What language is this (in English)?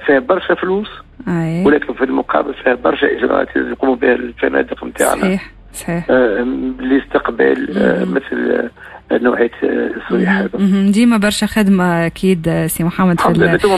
Tunisian Arabic